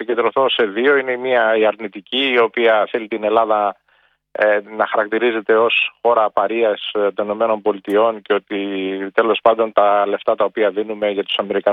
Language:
Greek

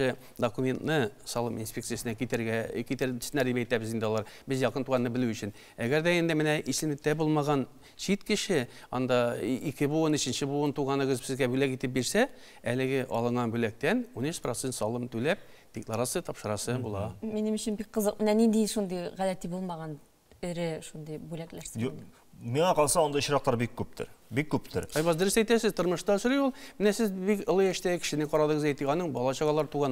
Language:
Tatar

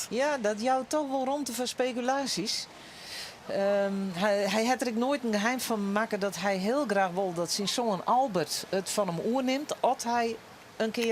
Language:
Western Frisian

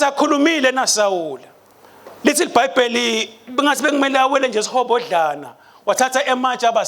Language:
Swati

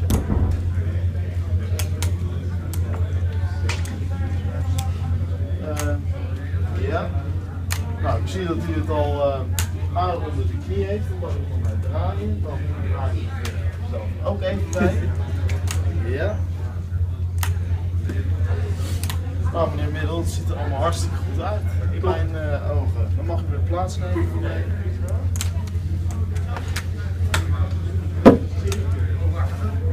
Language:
Dutch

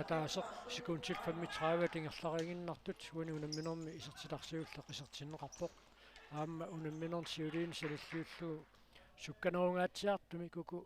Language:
Kalaallisut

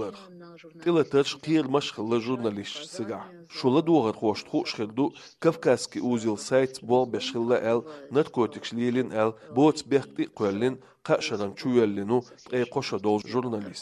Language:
Chechen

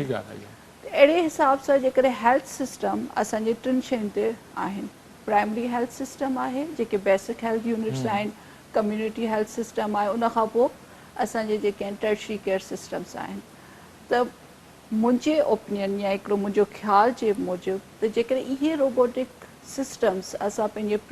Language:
Sindhi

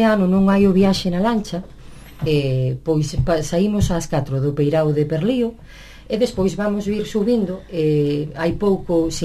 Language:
Galician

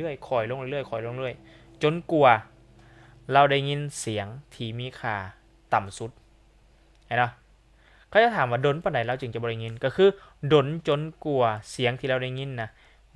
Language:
Lao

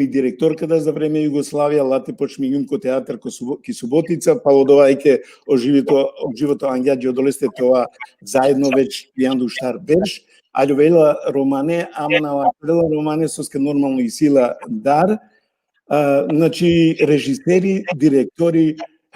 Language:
Balkan Romani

